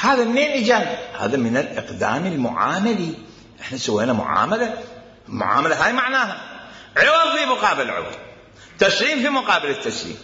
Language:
Mesopotamian Arabic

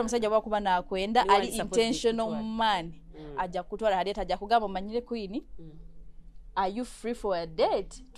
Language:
Nyoro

